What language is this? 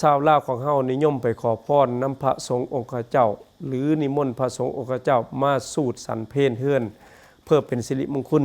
Lao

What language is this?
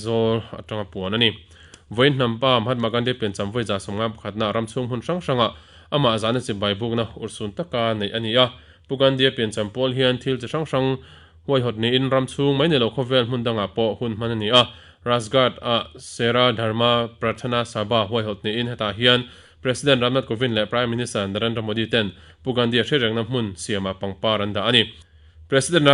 Mizo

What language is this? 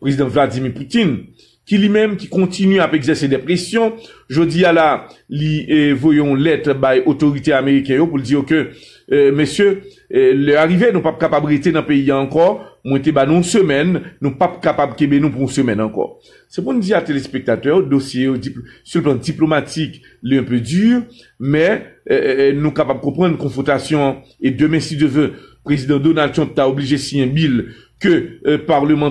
Haitian Creole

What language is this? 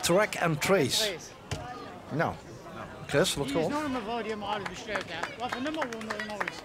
Limburgish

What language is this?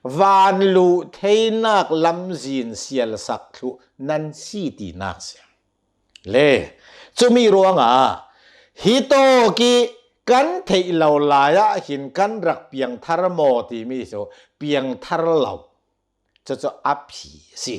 Hakha Chin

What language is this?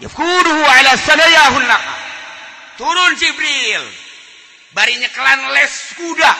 Sundanese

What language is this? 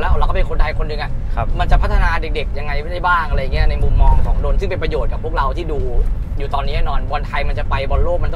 Thai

